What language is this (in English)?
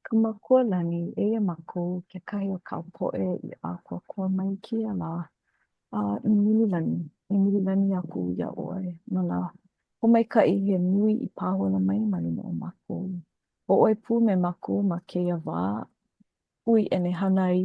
Hawaiian